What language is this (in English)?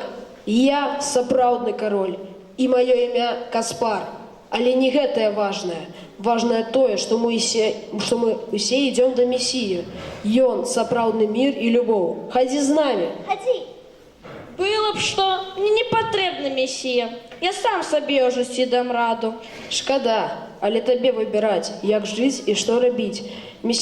Belarusian